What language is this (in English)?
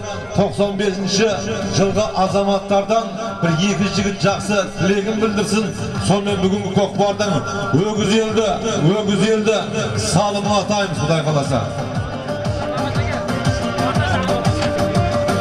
Kazakh